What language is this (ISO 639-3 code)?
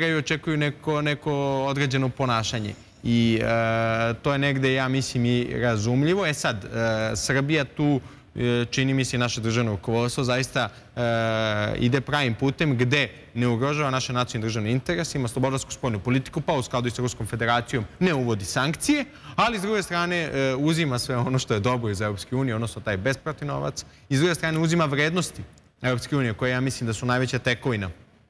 srp